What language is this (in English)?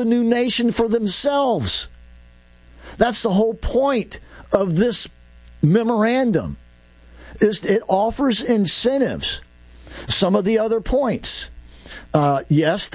English